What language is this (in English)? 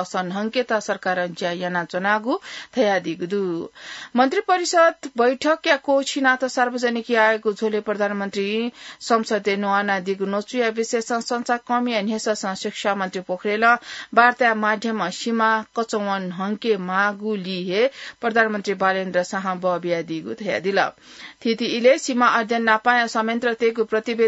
Newari